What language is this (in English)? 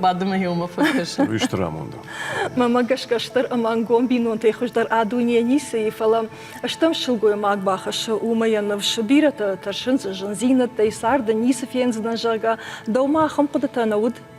Ossetic